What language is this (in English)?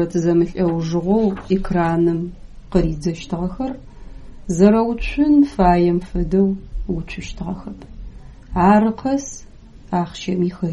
Adyghe